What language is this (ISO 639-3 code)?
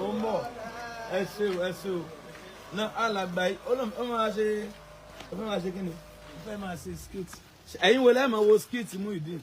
yor